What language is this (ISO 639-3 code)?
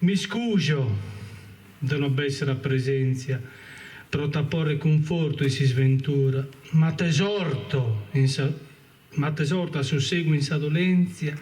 srd